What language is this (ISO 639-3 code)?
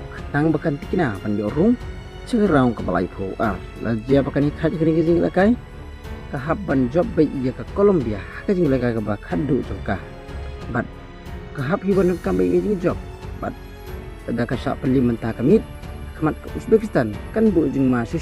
kha